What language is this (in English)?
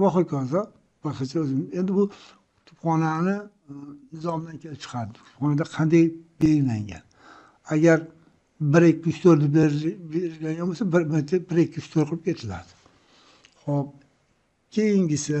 Uzbek